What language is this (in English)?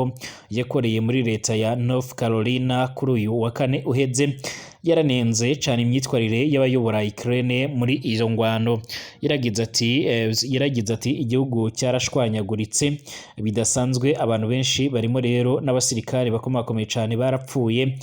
Rundi